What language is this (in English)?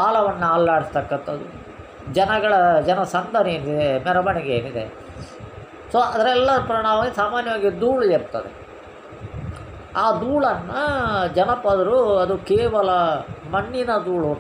Kannada